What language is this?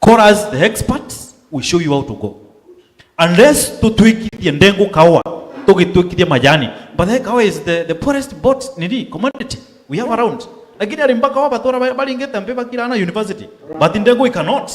Meru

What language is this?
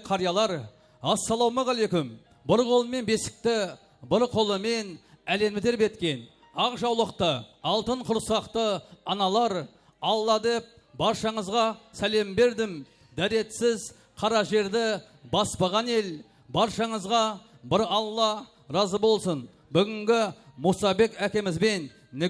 Kara-Kalpak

